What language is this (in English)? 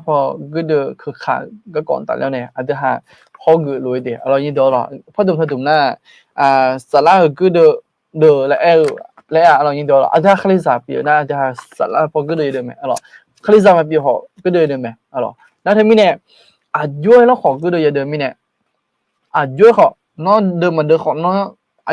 Akha